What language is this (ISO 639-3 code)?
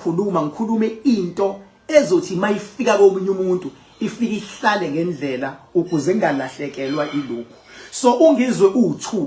zul